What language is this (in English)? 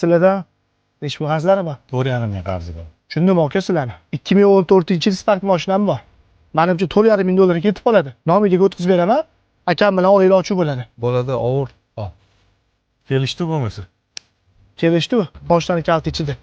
Uzbek